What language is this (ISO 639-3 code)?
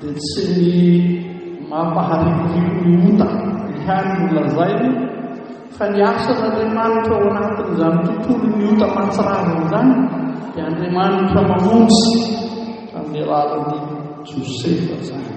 mlg